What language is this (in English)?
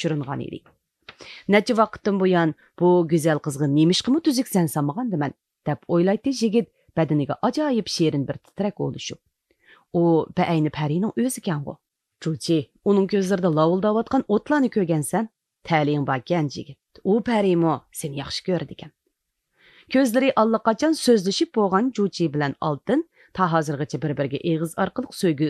Uyghur